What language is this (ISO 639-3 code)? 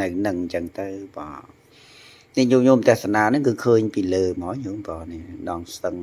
khm